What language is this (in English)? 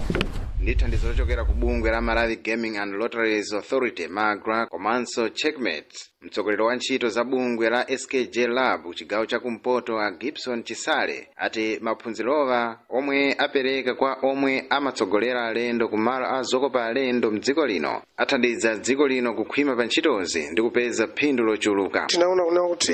Nyanja